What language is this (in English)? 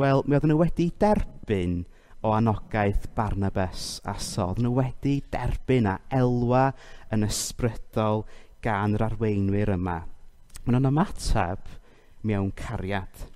Welsh